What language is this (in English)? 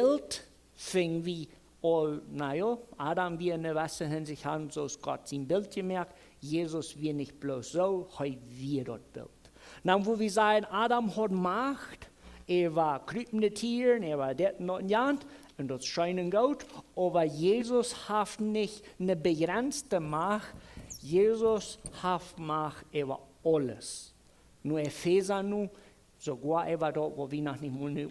Plautdietsch